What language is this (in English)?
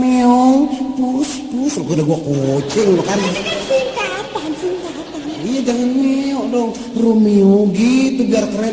Betawi